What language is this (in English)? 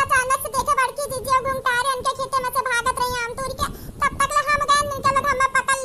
Awadhi